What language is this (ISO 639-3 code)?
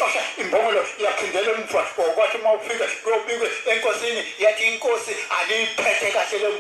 zul